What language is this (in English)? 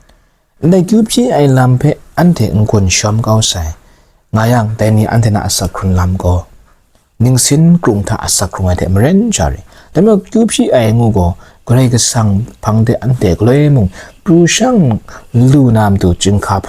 Kachin